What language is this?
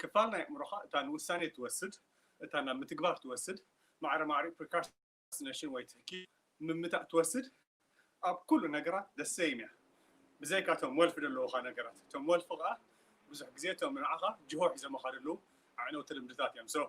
Tigrinya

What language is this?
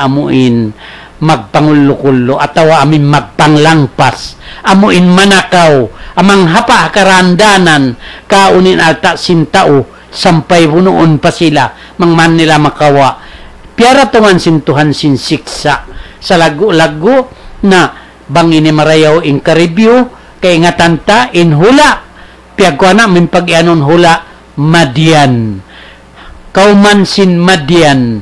Tausug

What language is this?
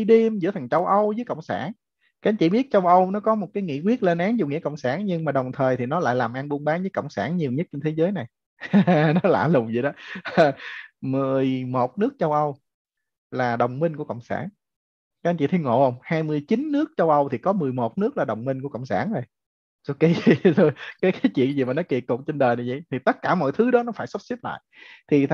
Vietnamese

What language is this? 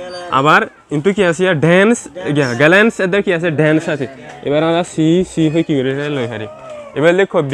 Rohingya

